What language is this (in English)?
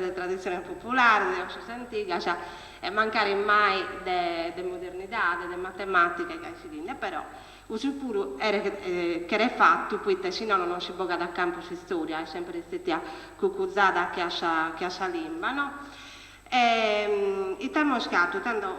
Sardinian